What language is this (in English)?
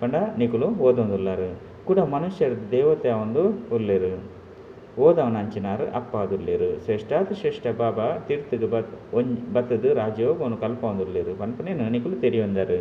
Tulu